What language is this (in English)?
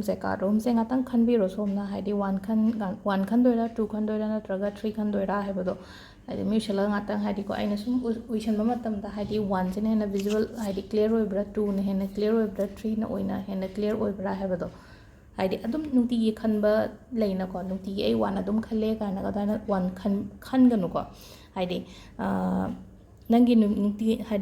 Manipuri